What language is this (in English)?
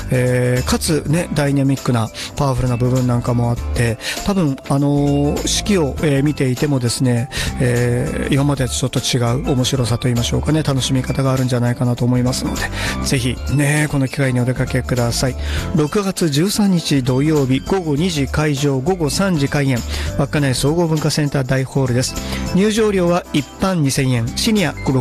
Japanese